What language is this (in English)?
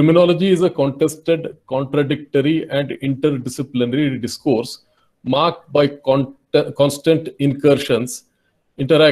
English